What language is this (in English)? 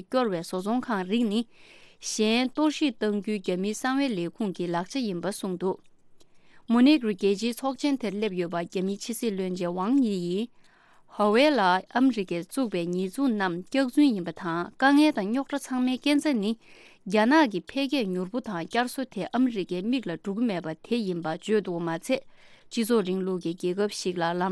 Tibetan